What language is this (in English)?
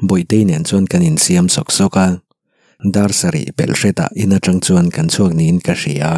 Mizo